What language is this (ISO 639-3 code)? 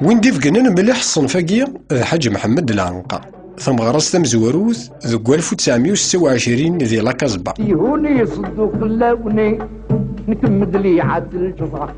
kab